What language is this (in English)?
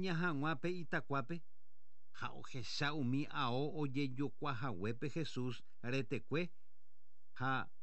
Guarani